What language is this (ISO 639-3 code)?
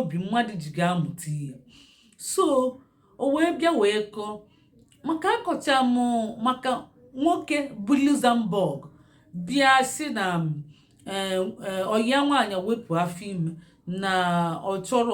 ibo